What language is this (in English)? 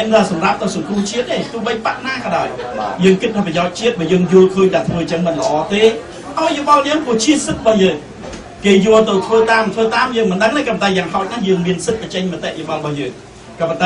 Khmer